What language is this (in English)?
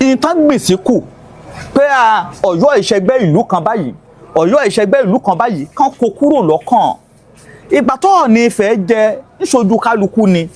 Yoruba